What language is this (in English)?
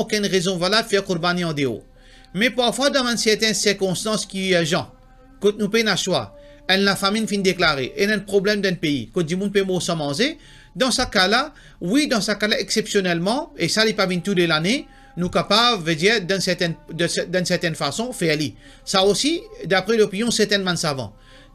Morisyen